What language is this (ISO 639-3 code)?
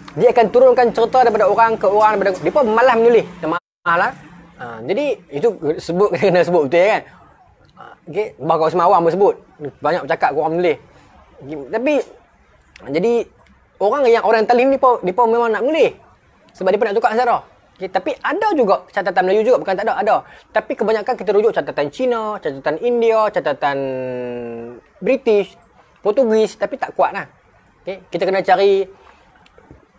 msa